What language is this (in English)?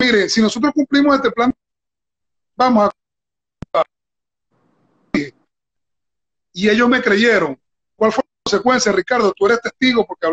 Spanish